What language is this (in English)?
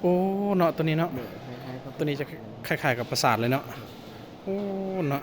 Lao